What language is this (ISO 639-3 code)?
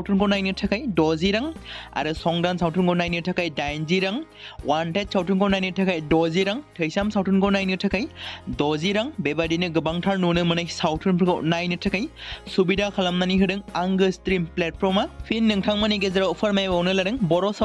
brx